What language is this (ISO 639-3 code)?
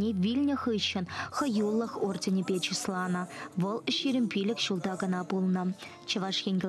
chv